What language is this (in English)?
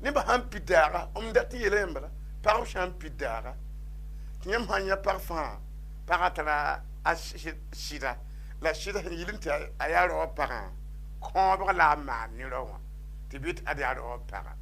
Mossi